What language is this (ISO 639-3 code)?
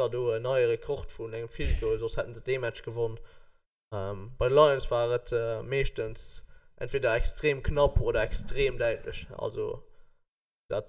ltz